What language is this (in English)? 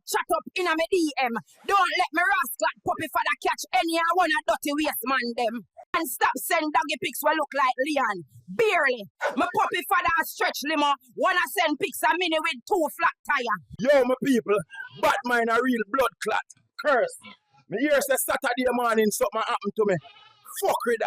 Jamaican Creole English